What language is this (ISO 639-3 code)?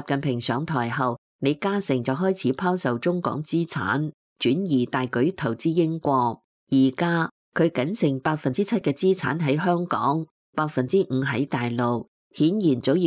yue